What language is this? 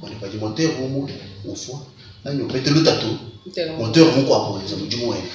Luba-Lulua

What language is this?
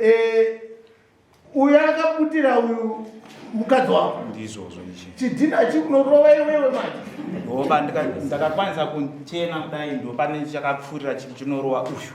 Shona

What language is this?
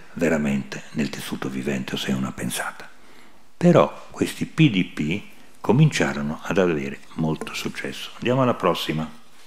Italian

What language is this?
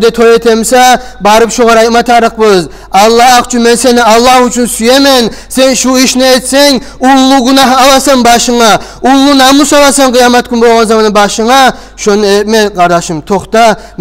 Kumyk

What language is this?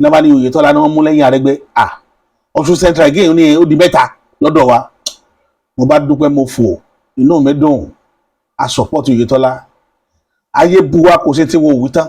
Yoruba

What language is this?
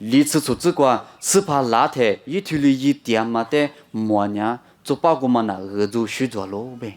Lisu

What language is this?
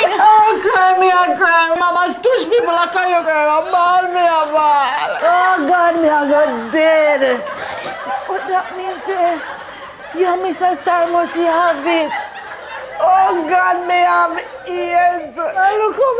Jamaican Creole English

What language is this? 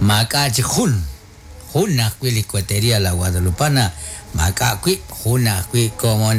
Kekchí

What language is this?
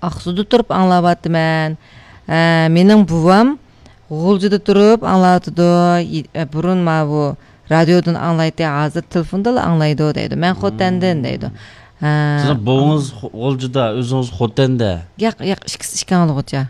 Uyghur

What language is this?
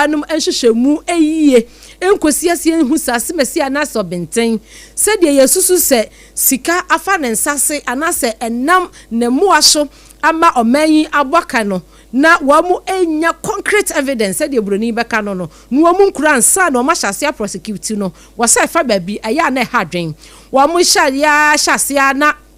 Akan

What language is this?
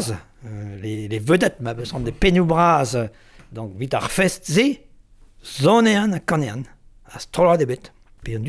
Breton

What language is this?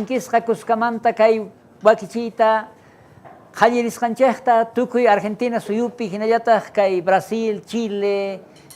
South Bolivian Quechua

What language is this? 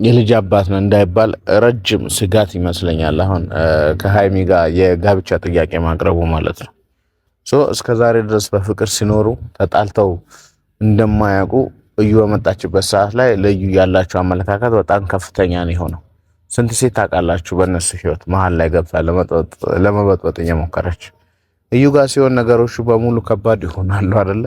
Amharic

